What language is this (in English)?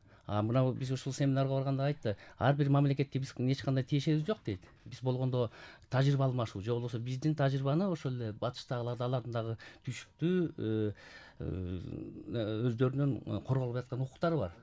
Kyrgyz